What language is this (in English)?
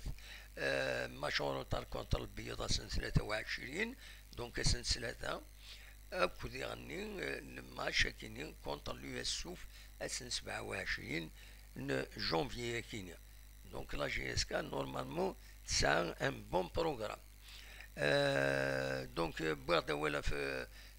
Kabyle